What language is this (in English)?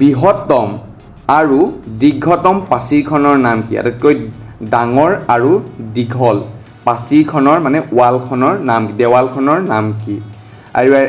Assamese